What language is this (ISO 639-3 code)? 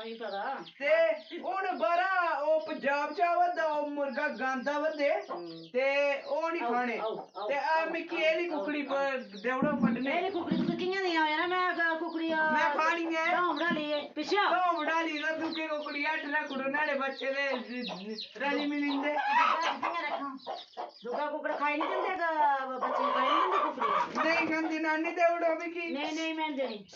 doi